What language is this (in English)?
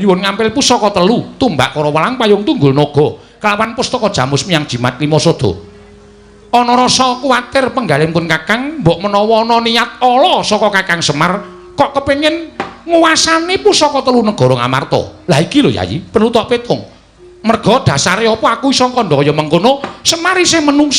Javanese